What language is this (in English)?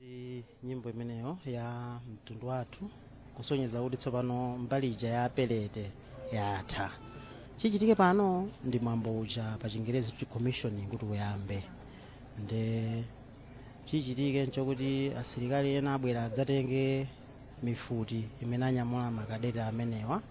Nyanja